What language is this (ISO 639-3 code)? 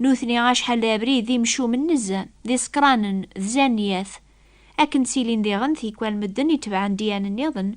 kab